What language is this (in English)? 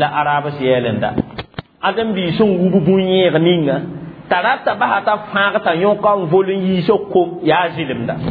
Mossi